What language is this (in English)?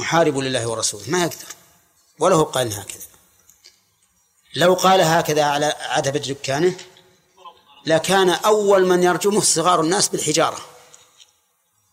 Arabic